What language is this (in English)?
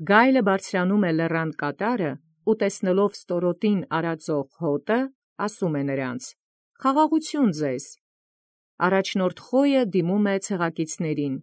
Armenian